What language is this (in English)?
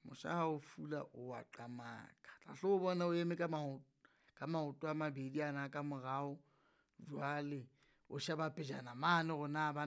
Southern Sotho